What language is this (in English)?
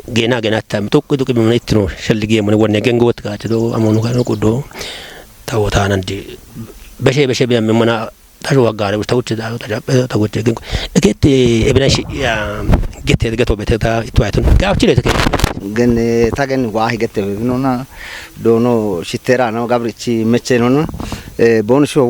Kafa